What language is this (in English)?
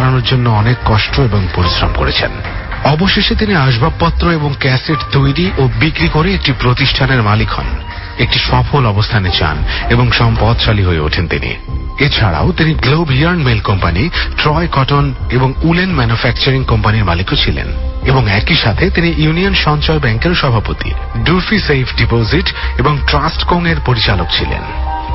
Bangla